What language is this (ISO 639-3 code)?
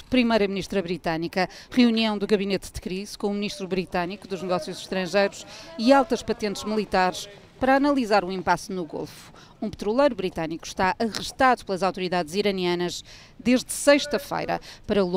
por